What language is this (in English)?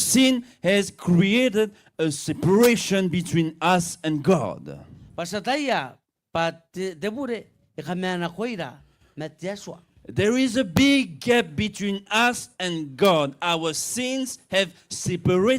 Gilbertese